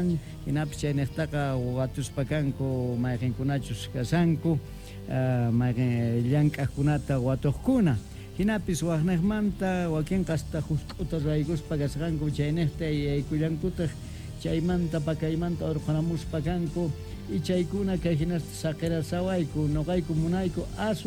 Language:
Quechua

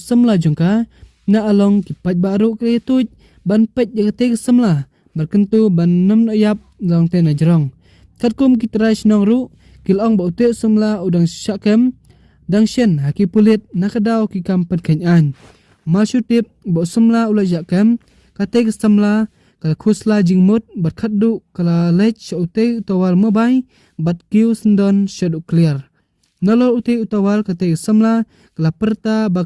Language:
Khasi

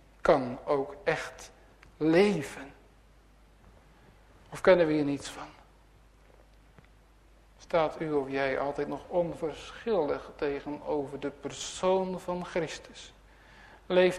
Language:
Dutch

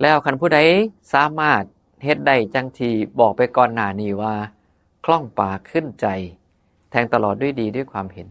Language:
Northeastern Thai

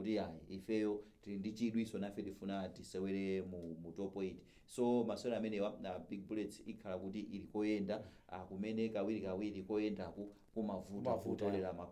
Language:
Nyanja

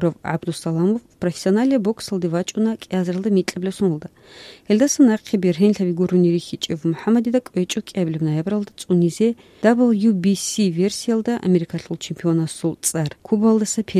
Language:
Avaric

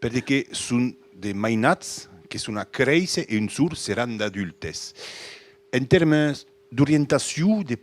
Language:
Occitan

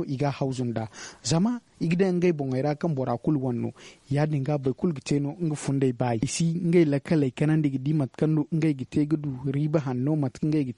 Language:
Zarma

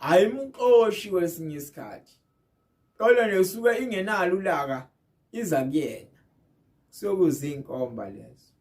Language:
Zulu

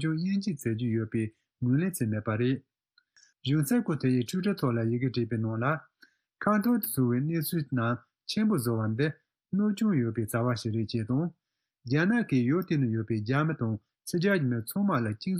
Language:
Tibetan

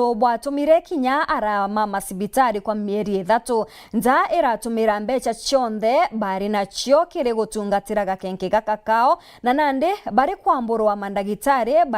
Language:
Meru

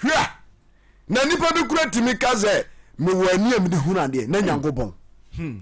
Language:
Akan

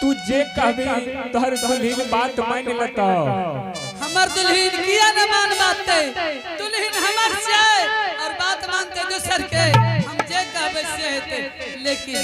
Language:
Angika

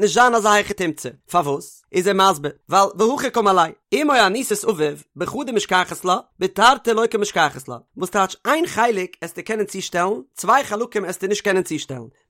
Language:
Yiddish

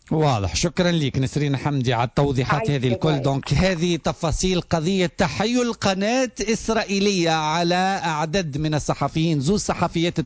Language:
Tunisian Arabic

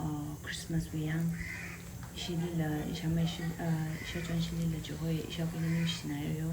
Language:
Tangkhul Naga (India)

